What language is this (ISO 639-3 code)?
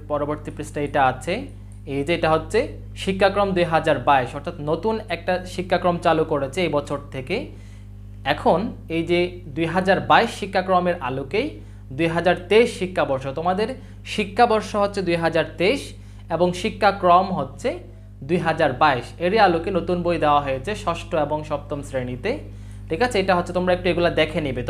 ben